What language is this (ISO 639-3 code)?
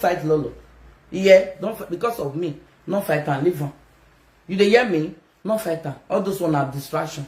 pcm